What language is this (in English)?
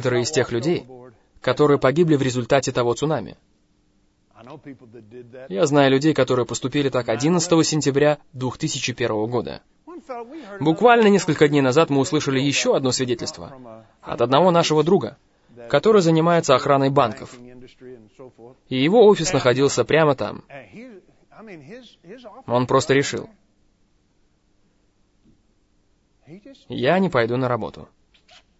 Russian